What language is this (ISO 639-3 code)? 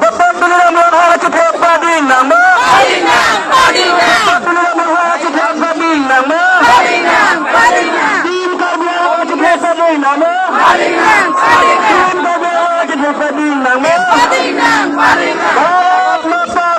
mjw